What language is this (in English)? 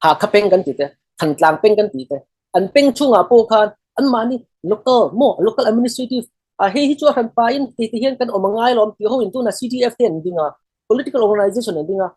Falam Chin